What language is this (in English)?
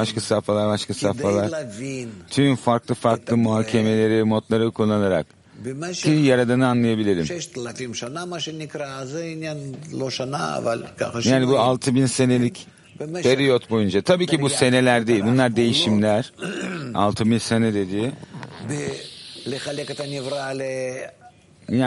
Turkish